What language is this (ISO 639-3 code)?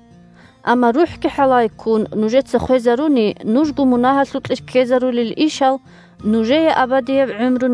ava